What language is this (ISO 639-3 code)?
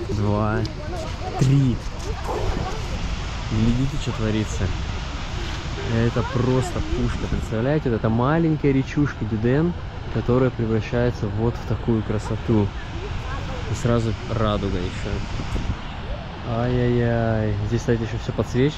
rus